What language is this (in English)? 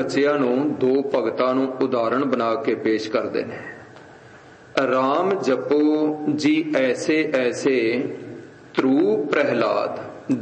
Punjabi